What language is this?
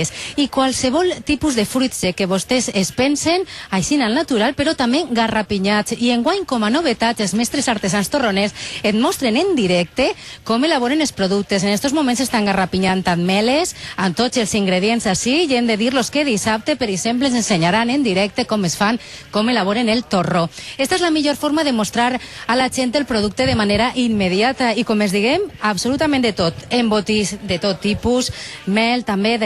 Catalan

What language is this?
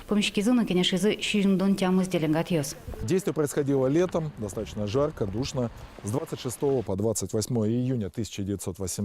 Udmurt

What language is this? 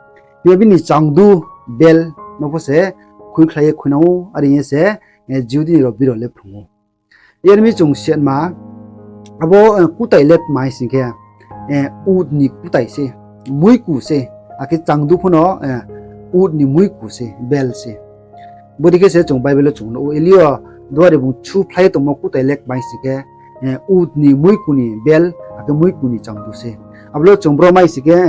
Riang (India)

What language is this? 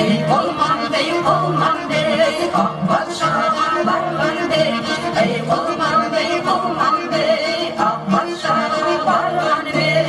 Bashkir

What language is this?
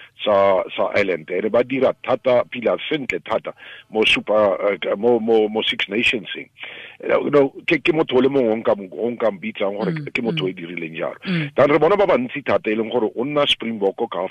Tswana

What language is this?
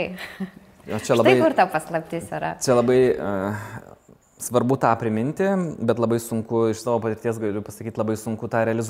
Lithuanian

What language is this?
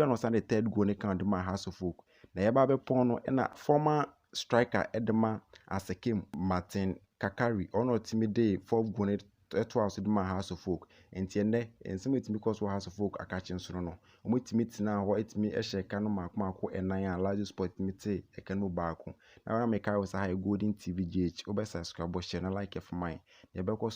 Akan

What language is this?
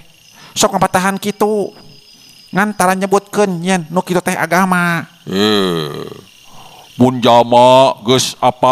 Sundanese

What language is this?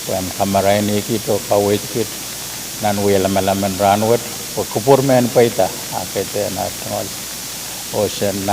Pohnpeian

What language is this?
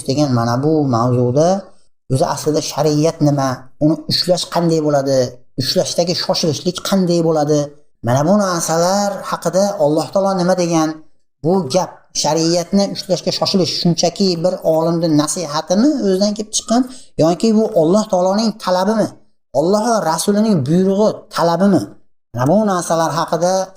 Uzbek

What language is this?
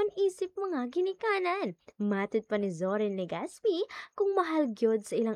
Cebuano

